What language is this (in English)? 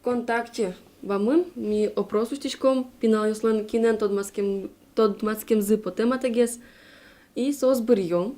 Udmurt